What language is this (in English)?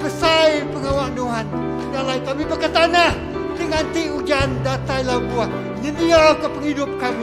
Iban